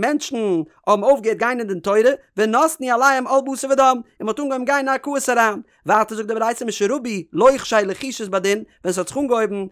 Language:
Yiddish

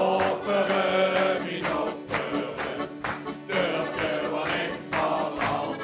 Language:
Limburgish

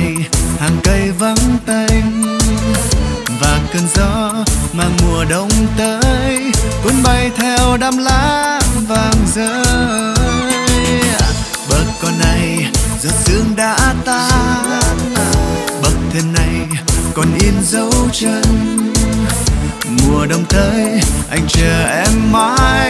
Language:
Vietnamese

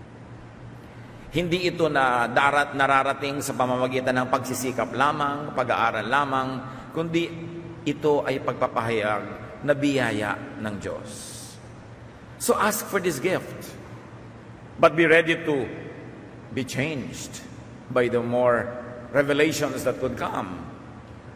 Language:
Filipino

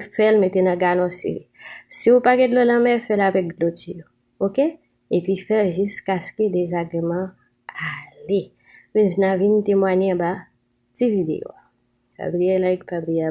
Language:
Haitian Creole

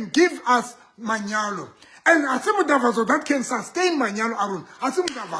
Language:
Southern Sotho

